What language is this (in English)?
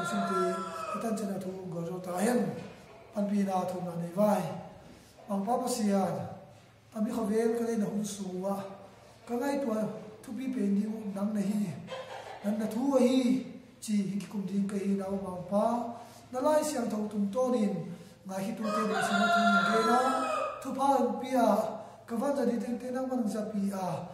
Tedim Chin